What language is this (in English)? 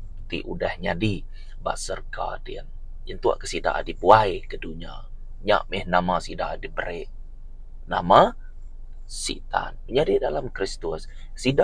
Iban